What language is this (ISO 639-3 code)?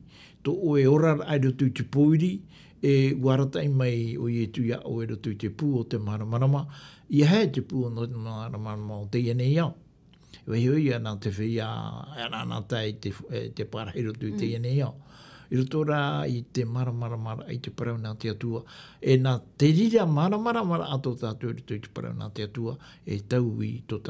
tah